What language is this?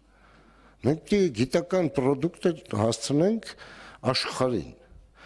Armenian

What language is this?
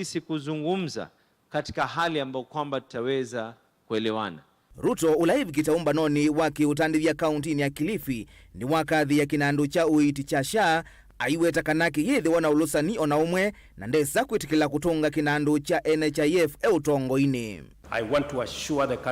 Kamba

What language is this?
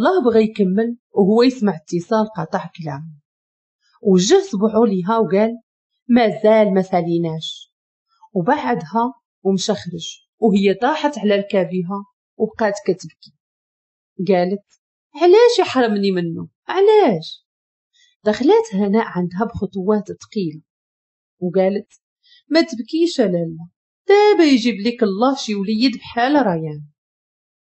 Moroccan Arabic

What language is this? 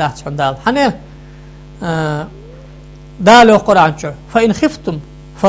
Ingush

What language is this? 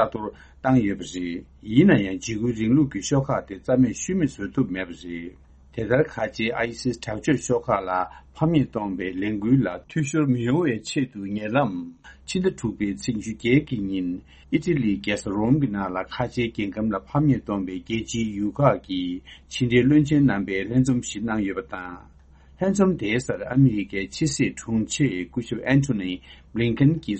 Tibetan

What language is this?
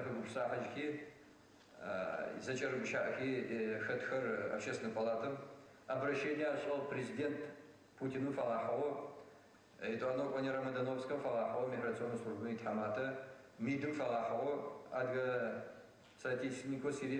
Adyghe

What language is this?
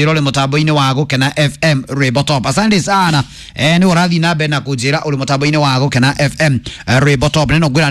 Kikuyu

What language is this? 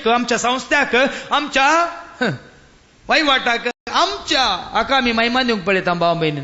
Konkani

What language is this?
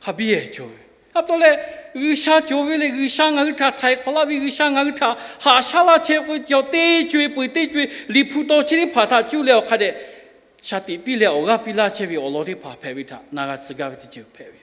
Lahu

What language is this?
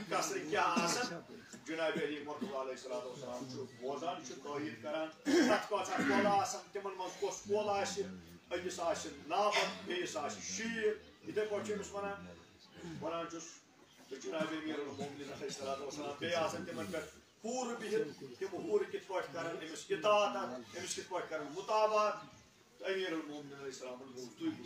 Kashmiri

